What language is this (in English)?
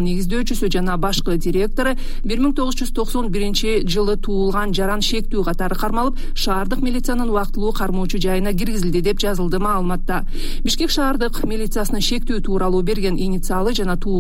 Kyrgyz